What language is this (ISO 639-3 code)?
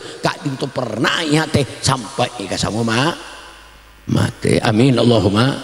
mad